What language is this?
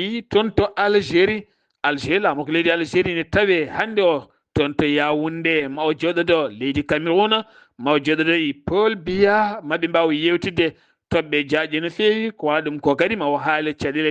Fula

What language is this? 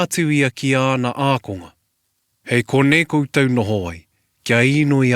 Māori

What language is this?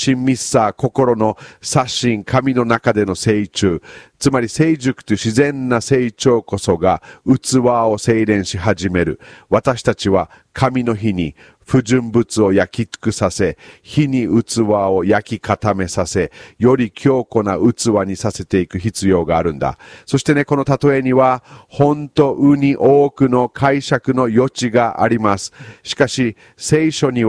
Japanese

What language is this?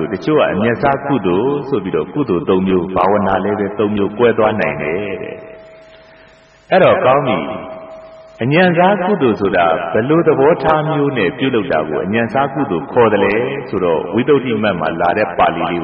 Burmese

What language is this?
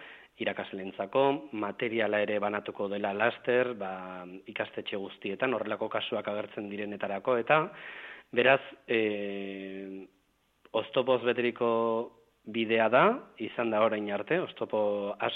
Basque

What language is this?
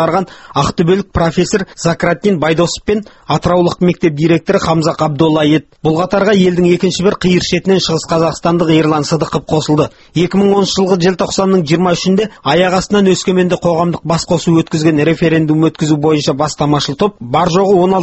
Kazakh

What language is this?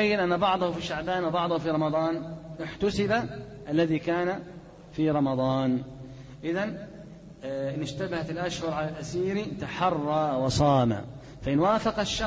Arabic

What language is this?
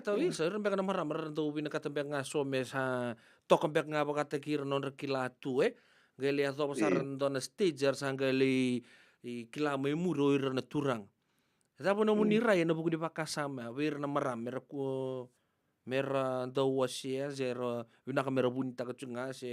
Fijian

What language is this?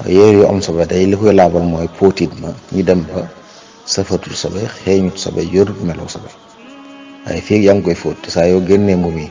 Wolof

